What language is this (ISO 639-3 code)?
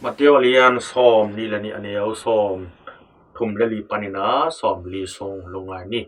ctd